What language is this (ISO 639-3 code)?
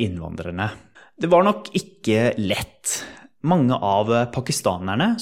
nor